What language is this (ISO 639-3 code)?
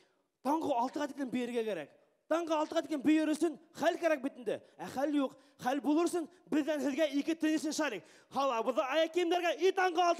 bak